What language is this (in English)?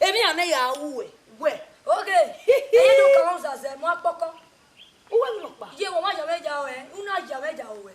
Bini